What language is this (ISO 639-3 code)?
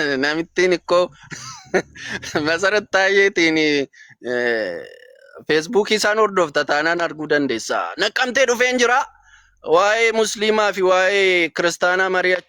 orm